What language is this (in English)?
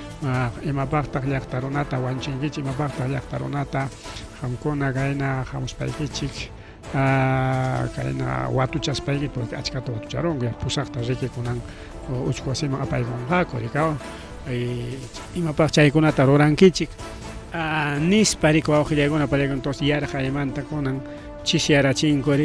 Ayacucho Quechua